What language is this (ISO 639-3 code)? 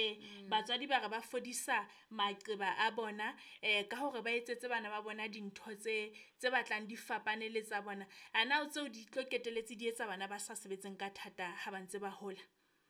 sot